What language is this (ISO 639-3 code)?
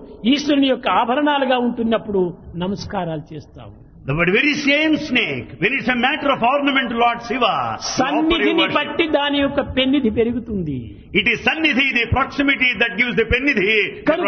tel